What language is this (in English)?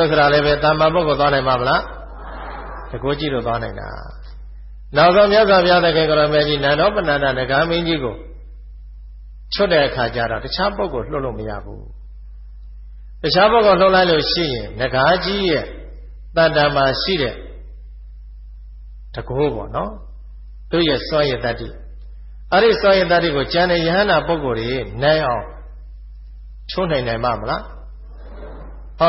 Burmese